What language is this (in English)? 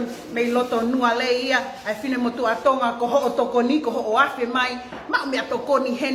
Tongan